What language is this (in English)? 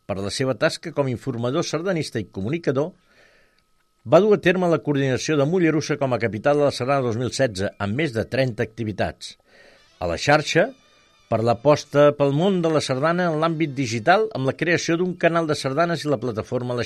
Catalan